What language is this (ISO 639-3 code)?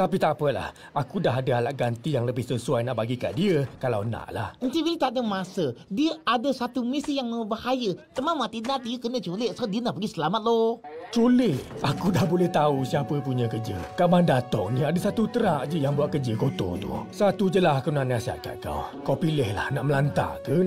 msa